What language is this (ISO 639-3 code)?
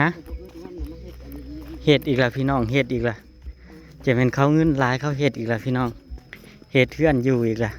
tts